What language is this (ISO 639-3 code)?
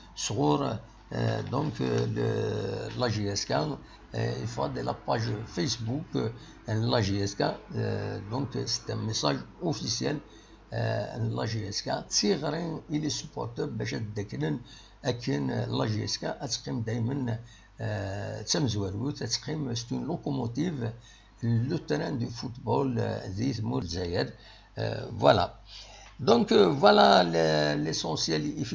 kab